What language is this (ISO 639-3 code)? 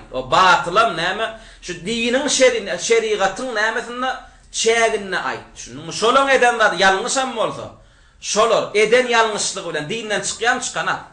tuk